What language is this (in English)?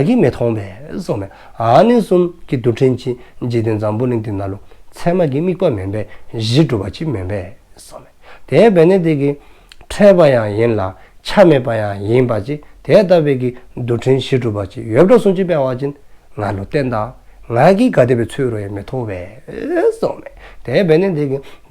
Dzongkha